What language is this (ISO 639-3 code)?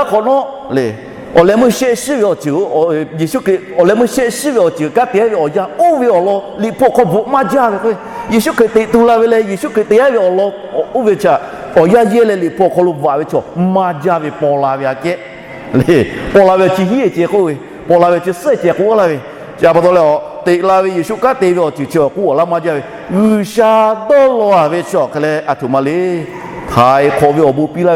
lhu